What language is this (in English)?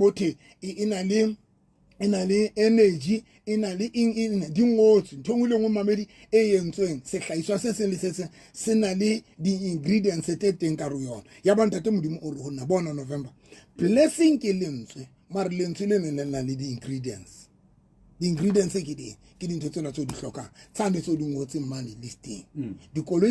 Southern Sotho